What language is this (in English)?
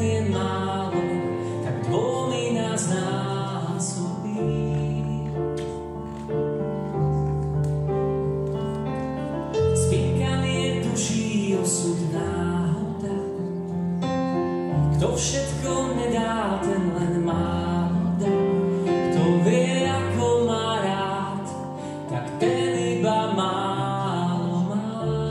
Slovak